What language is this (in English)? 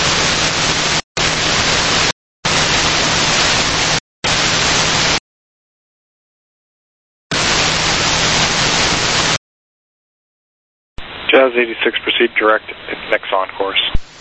English